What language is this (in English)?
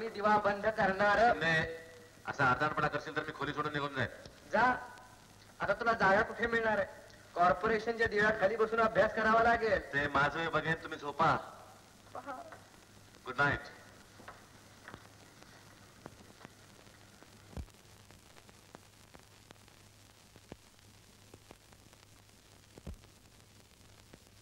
Marathi